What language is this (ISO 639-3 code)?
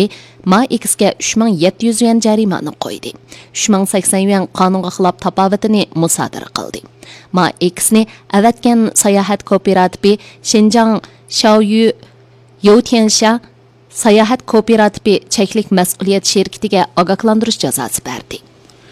uig